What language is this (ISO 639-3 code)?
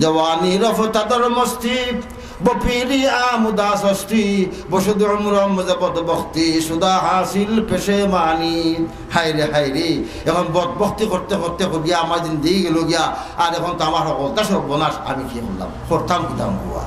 syl